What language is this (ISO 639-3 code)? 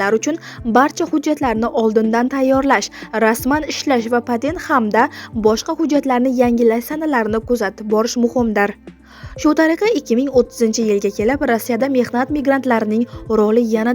uzb